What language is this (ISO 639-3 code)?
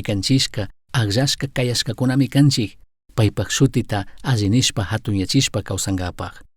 qug